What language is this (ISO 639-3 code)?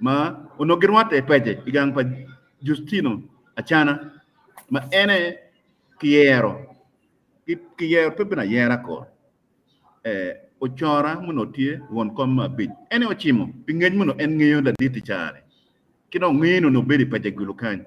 ach